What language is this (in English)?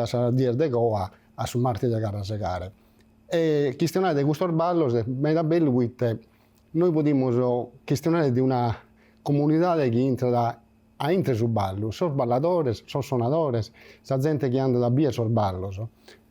Sardinian